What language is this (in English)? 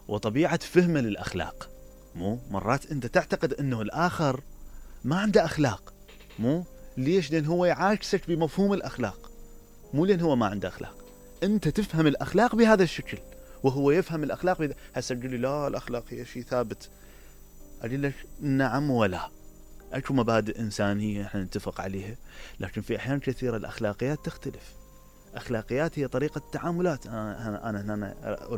Mesopotamian Arabic